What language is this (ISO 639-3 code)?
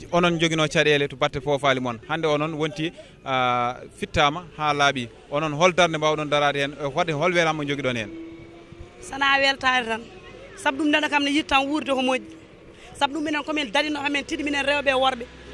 ful